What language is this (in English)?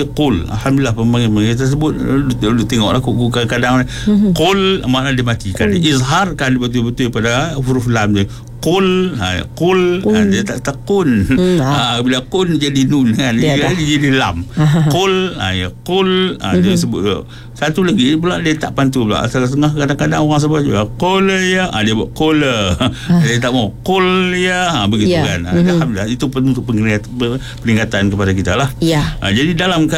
Malay